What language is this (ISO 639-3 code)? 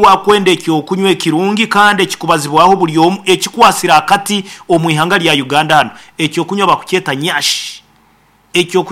nyn